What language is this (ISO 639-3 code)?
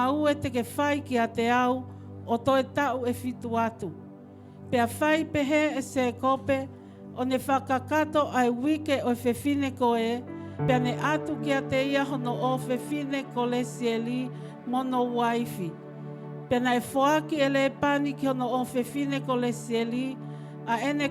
ton